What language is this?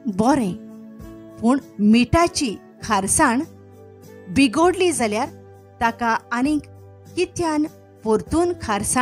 Konkani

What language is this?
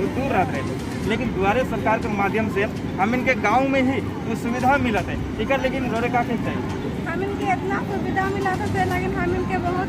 Sadri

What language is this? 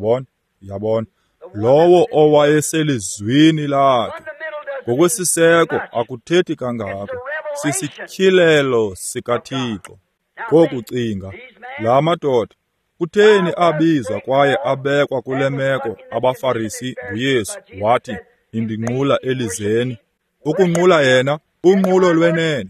Xhosa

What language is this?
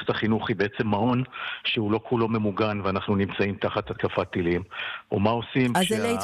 Hebrew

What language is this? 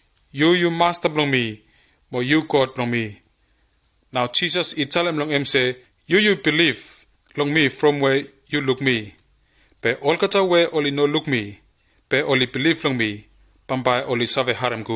Bislama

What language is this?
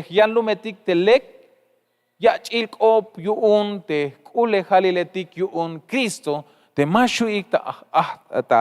Tzeltal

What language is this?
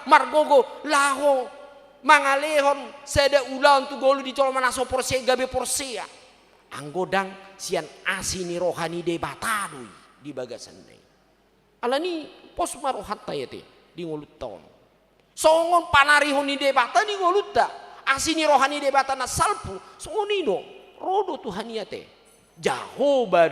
Batak Toba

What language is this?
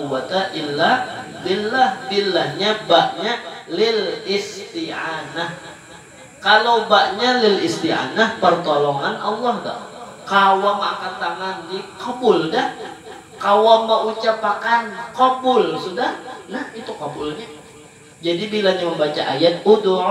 Banjar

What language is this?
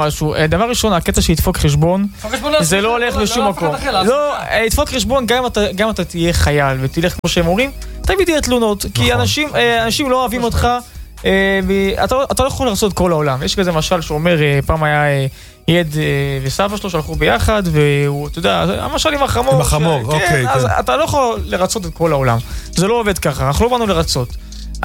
Hebrew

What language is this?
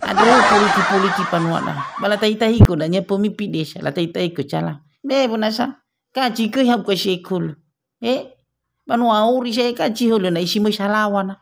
Nias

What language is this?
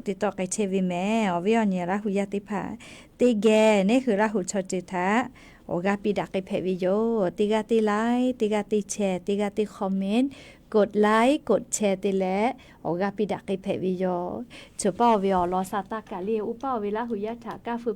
Lahu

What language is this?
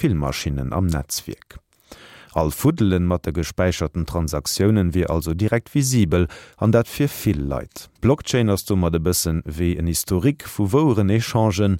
Luxembourgish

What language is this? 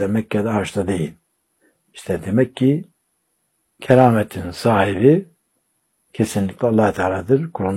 Turkish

